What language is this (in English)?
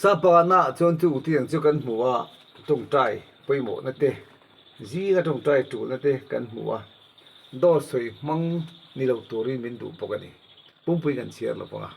Mizo